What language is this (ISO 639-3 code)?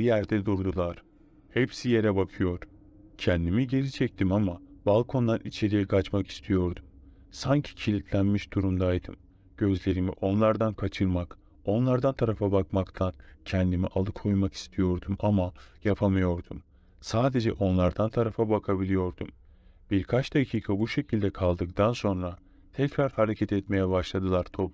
tur